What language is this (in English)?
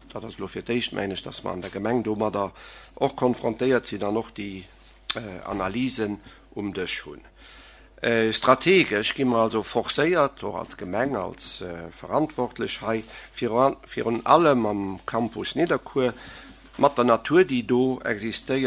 Luxembourgish